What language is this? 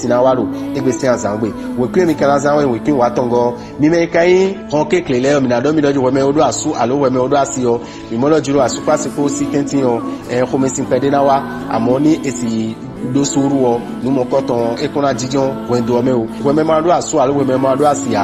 Fon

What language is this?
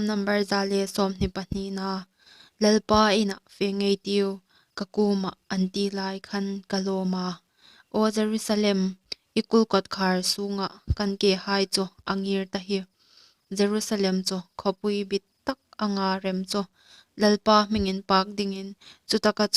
Hmar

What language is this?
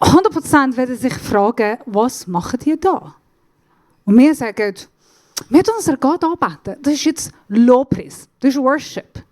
Swiss German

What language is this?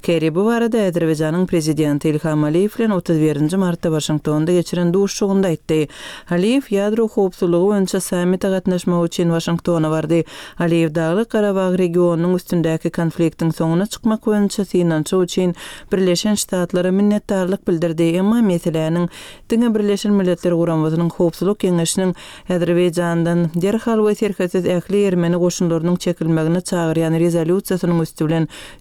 Turkmen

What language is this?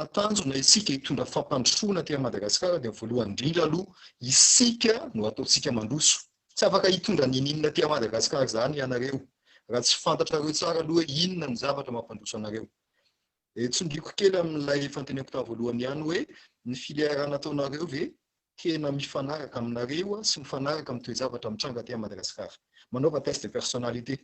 Malagasy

